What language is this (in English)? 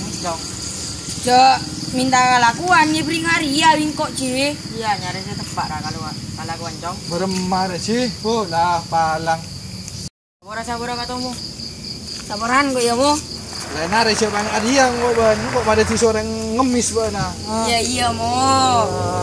Madurese